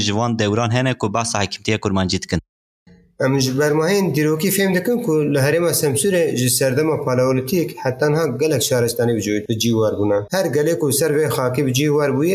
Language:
Kurdish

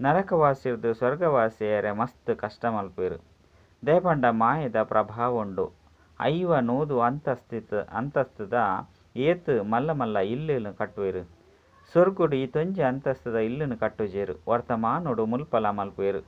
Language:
Tulu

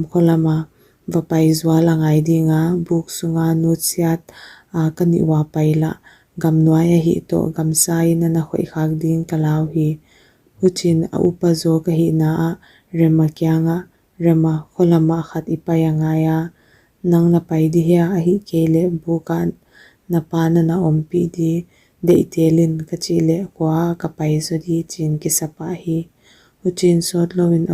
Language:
Paite Chin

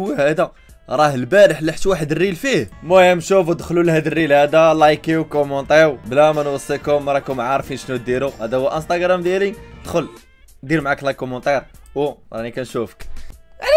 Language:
Moroccan Arabic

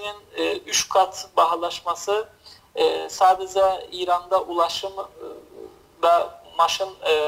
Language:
South Azerbaijani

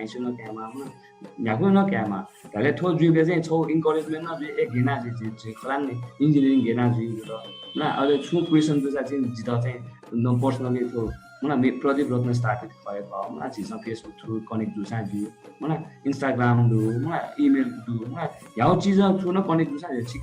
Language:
Newari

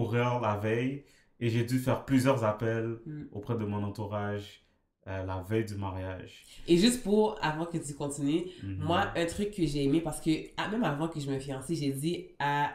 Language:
French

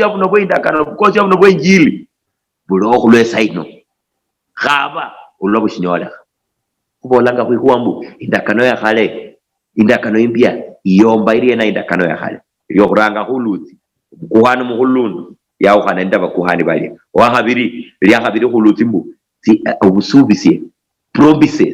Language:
Luyia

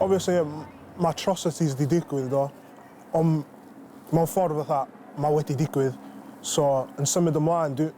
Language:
Welsh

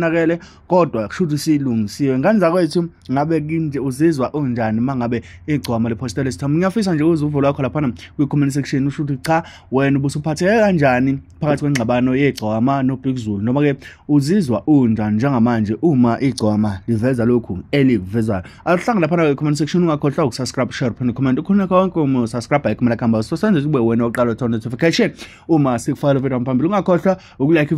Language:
Zulu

